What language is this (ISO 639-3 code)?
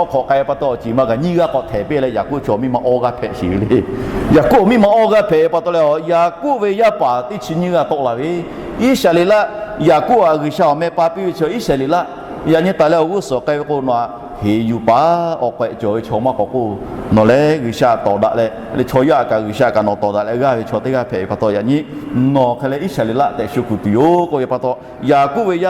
lhu